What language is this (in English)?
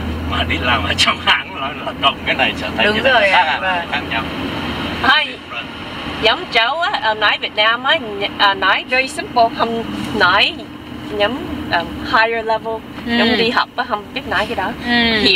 Vietnamese